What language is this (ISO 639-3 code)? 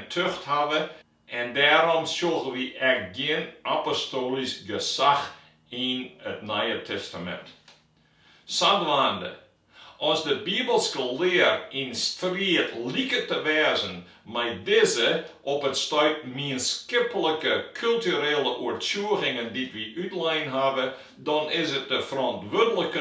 fry